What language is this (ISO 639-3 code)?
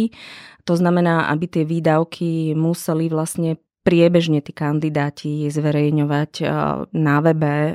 slk